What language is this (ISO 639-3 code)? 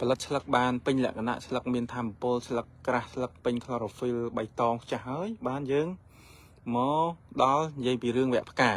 khm